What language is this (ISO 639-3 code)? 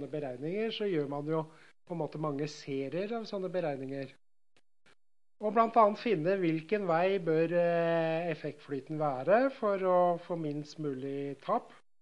nor